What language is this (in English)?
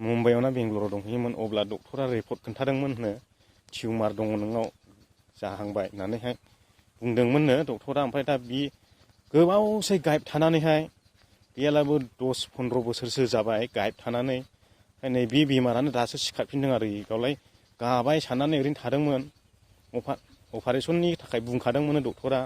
Bodo